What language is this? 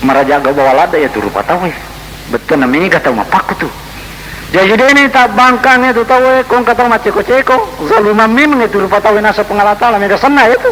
Buginese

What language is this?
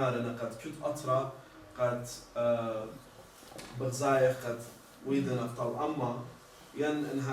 Assyrian Neo-Aramaic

